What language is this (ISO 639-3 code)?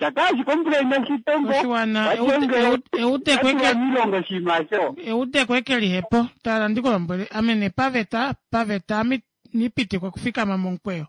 kua